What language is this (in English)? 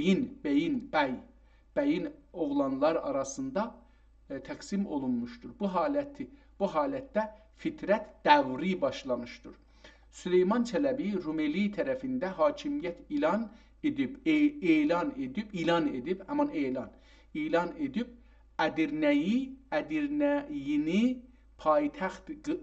South Azerbaijani